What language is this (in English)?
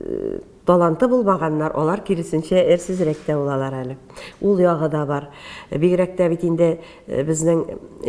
Tatar